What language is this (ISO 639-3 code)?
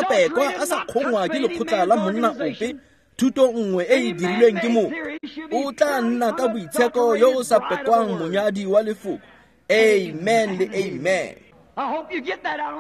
tsn